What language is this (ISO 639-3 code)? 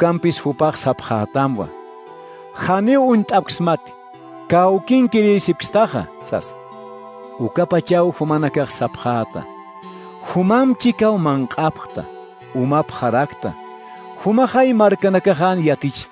aym